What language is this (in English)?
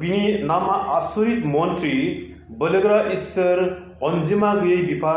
Bodo